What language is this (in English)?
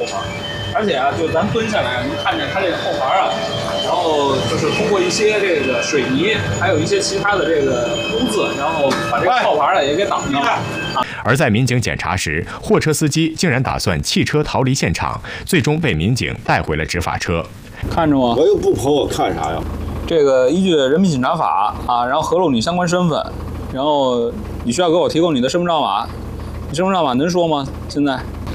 Chinese